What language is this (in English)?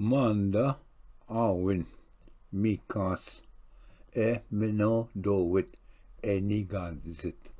Ojibwa